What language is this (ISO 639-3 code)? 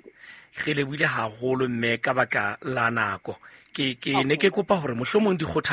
sot